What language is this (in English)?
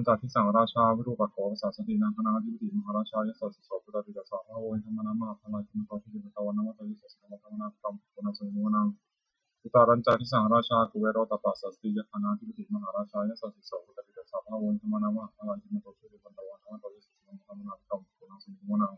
Pali